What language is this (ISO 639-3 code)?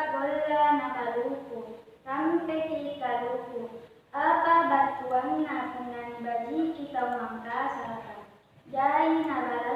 mak